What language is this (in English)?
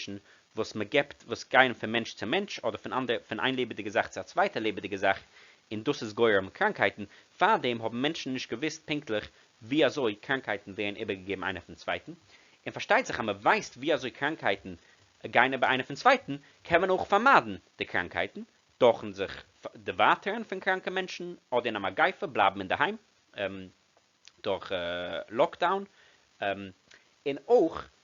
Yiddish